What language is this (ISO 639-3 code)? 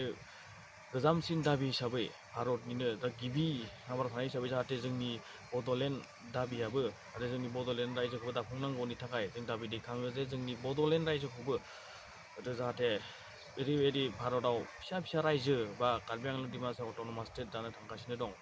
brx